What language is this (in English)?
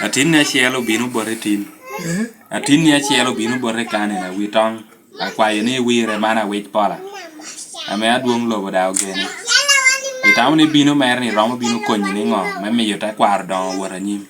Lango (Uganda)